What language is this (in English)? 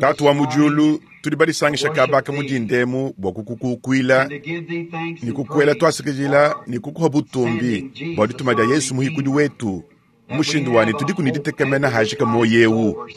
Luba-Lulua